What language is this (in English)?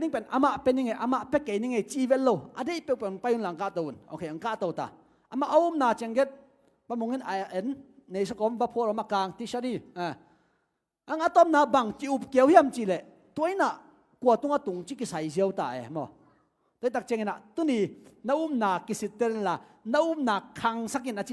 Tedim Chin